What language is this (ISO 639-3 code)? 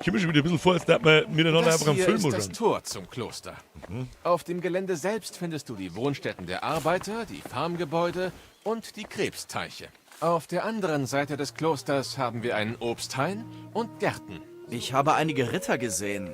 bar